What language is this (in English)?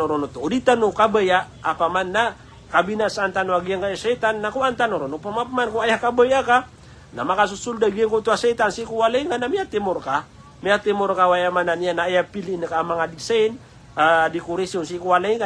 Maranao